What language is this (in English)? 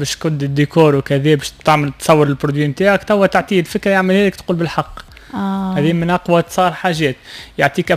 Tunisian Arabic